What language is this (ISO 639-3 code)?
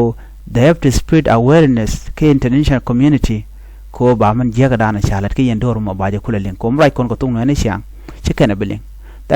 nus